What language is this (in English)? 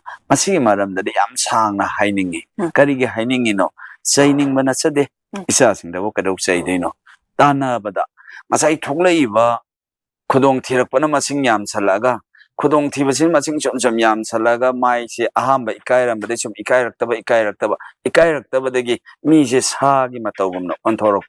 Manipuri